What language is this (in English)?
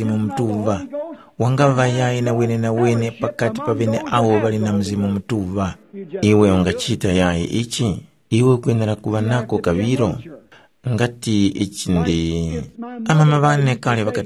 Tumbuka